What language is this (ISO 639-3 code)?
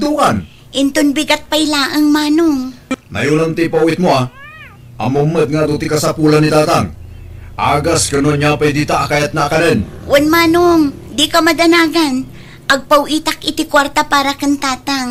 ilo